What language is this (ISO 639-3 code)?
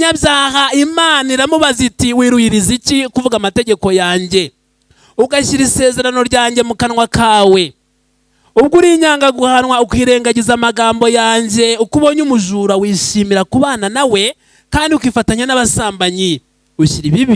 kin